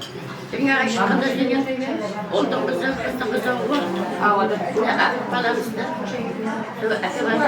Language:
Kara-Kalpak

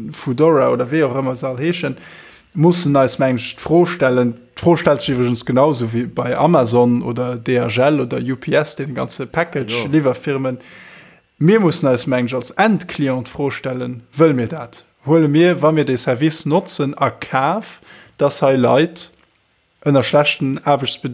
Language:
Luxembourgish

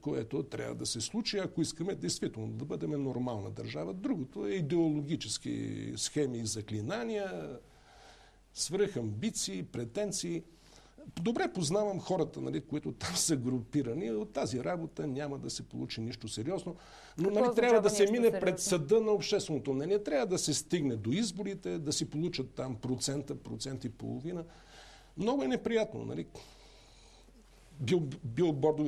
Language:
Bulgarian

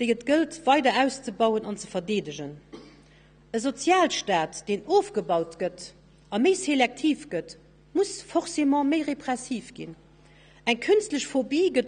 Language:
Luxembourgish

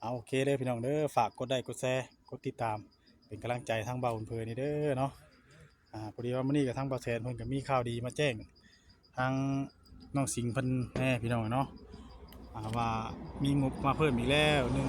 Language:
Northeastern Thai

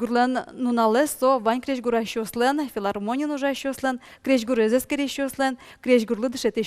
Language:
Udmurt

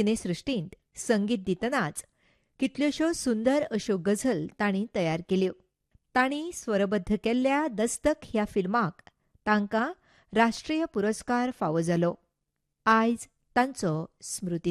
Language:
Konkani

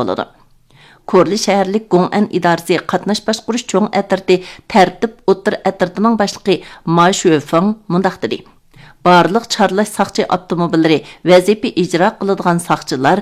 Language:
Uyghur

